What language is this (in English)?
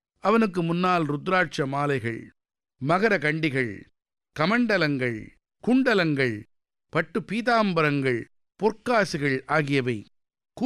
Tamil